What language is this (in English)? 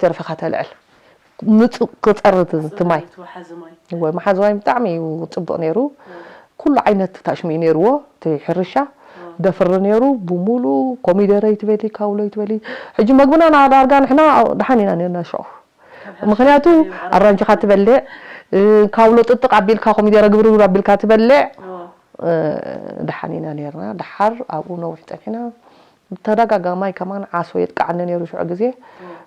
Tigrinya